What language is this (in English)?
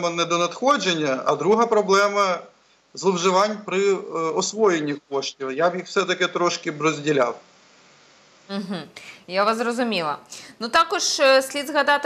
Ukrainian